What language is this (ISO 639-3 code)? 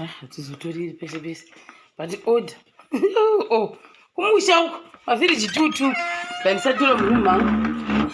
sna